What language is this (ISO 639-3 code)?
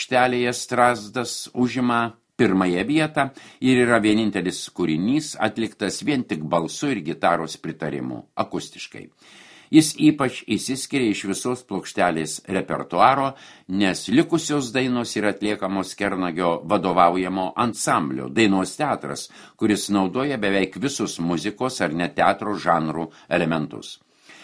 lit